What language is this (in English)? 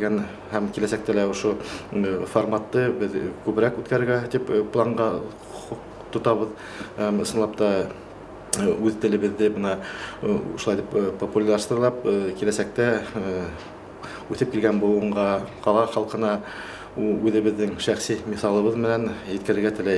Bashkir